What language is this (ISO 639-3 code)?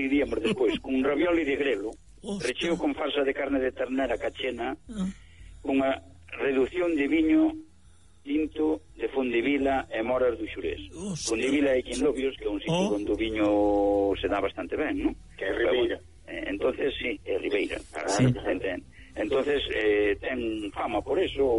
glg